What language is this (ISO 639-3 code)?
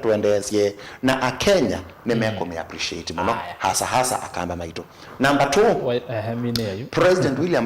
kam